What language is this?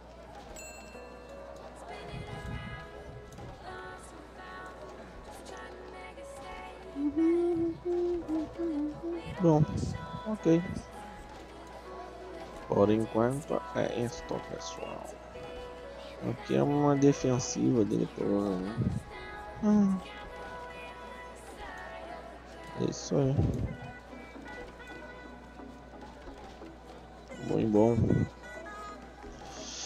Portuguese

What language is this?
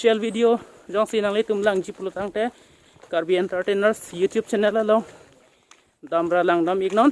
Karbi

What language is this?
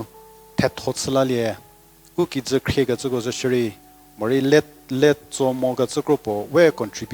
Angami Naga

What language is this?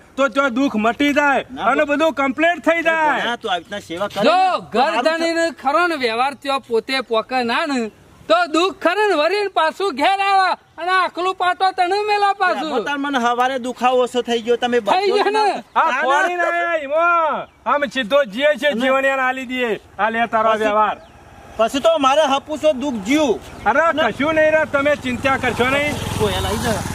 Gujarati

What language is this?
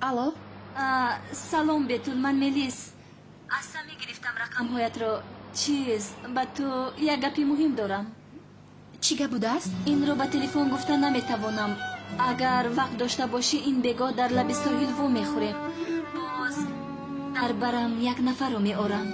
Tajik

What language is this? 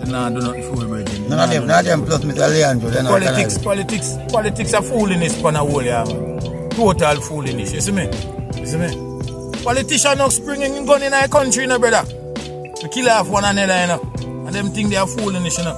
Jamaican Creole English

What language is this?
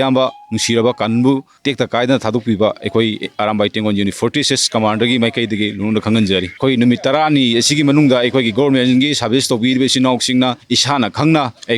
Manipuri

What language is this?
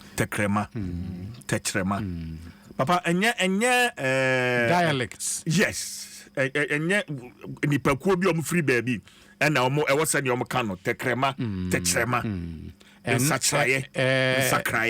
Akan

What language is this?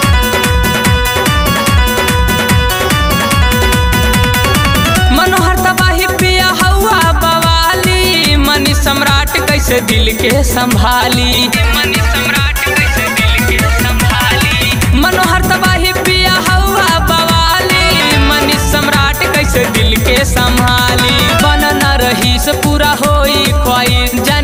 Bhojpuri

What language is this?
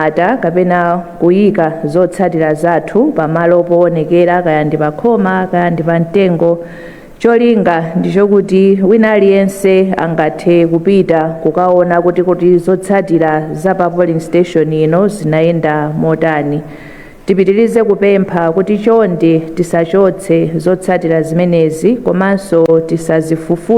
Nyanja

